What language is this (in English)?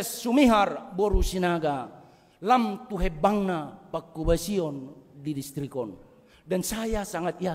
Batak Toba